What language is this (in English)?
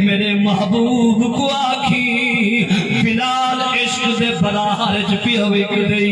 Saraiki